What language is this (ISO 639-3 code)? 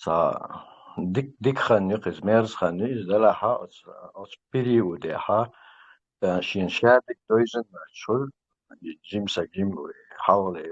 che